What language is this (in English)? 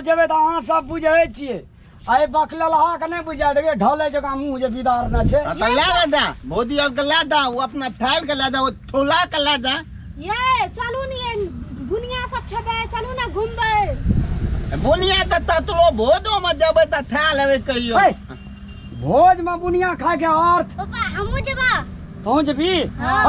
Maithili